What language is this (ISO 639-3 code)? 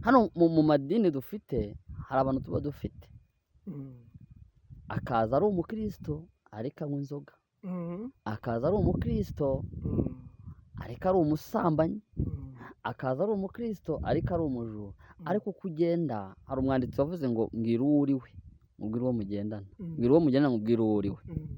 kin